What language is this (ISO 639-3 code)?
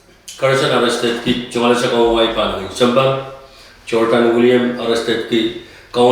pon